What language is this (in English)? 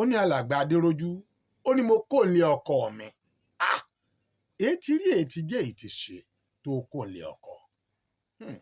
Yoruba